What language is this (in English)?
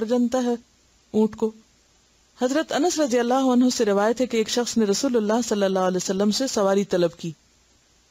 Urdu